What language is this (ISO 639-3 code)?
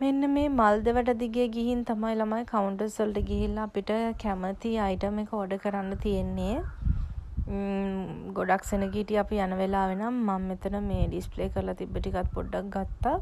sin